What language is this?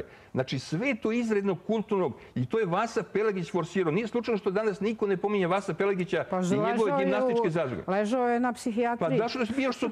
Serbian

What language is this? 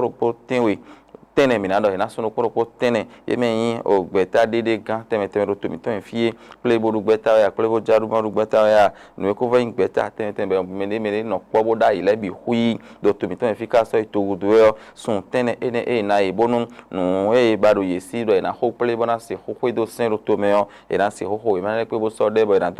Fon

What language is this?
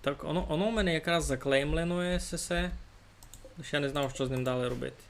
Rusyn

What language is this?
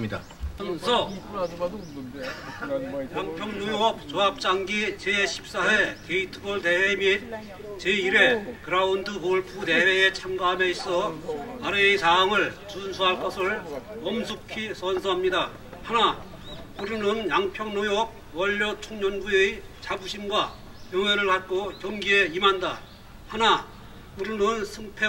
Korean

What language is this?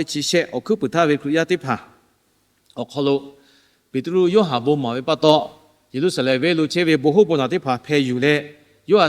Lahu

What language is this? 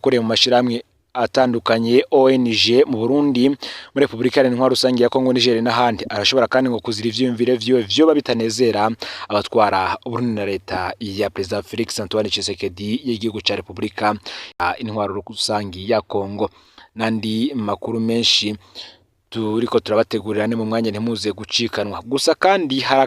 Rundi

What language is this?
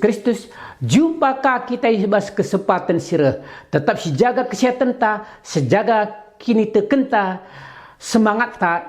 Batak Karo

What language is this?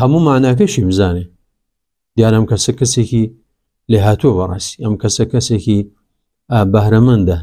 Central Kurdish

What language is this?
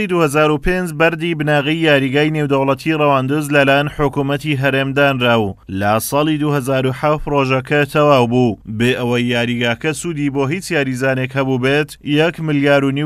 Central Kurdish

